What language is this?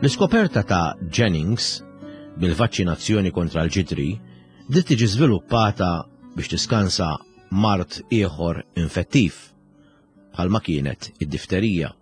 Maltese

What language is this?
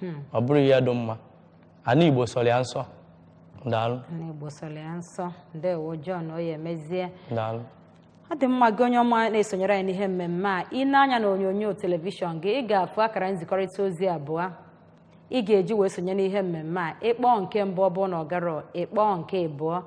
Igbo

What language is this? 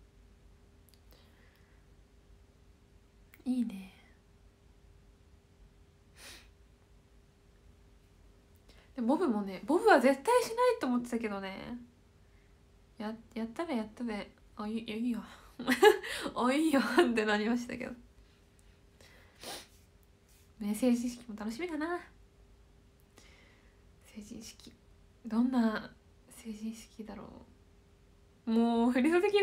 Japanese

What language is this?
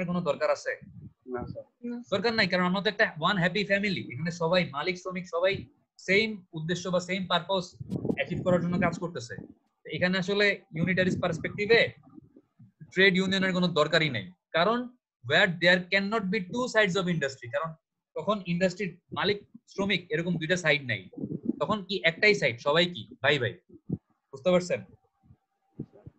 Bangla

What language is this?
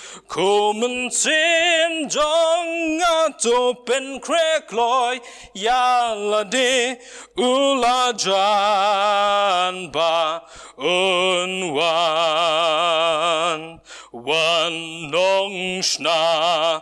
Khasi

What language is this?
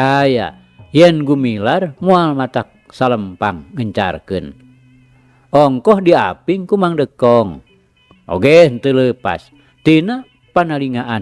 Sundanese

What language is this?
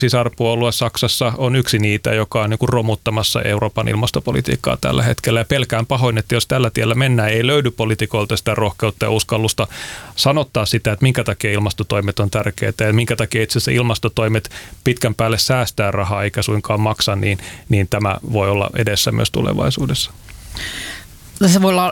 Finnish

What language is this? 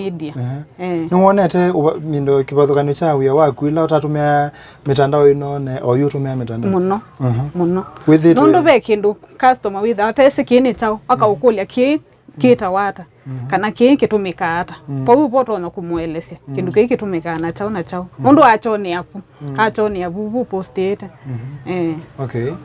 Kamba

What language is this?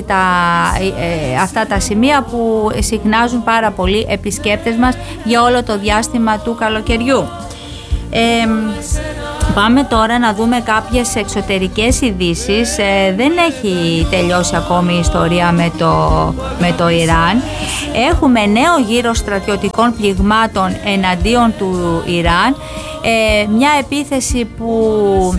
Greek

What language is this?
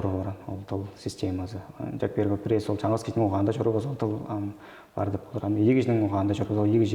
Tuvinian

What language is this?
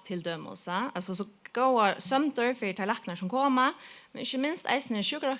Faroese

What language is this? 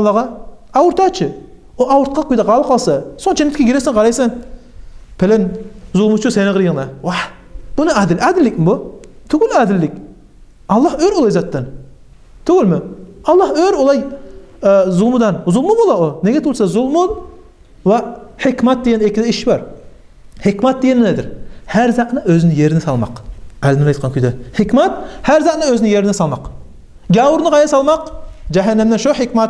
Kumyk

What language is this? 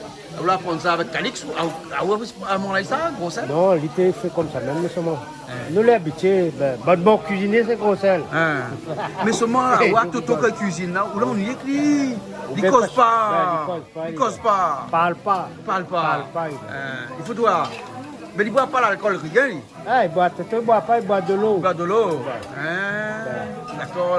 Réunion Creole French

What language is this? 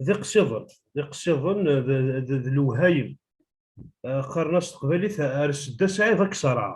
Kabyle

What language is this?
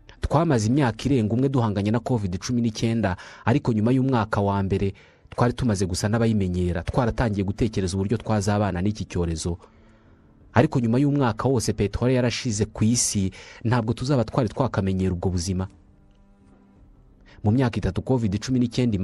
Kinyarwanda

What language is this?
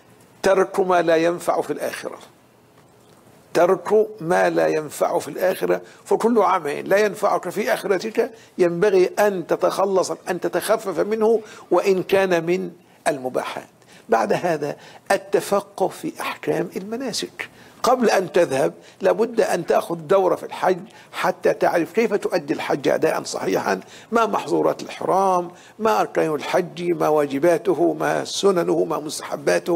Arabic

